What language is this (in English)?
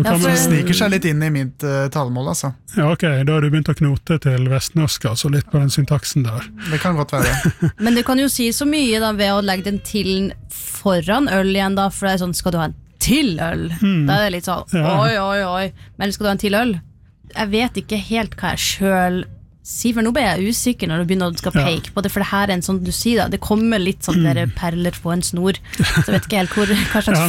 Norwegian